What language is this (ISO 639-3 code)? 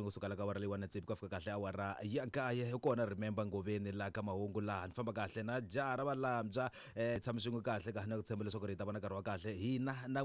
tso